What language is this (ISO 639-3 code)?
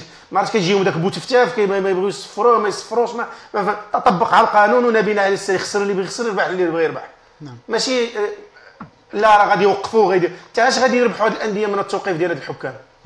ary